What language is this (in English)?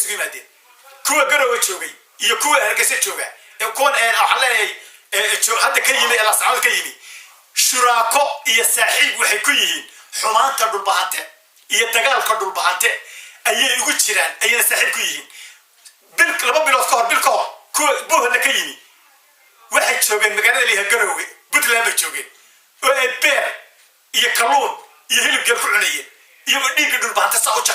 Somali